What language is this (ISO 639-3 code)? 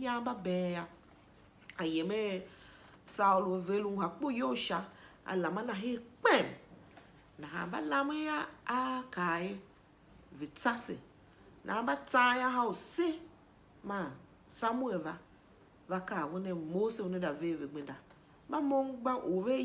tiv